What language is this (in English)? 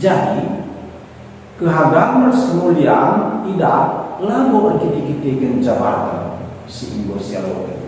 Batak Karo